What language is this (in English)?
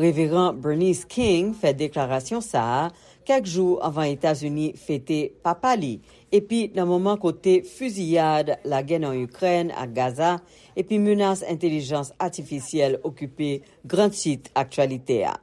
Haitian Creole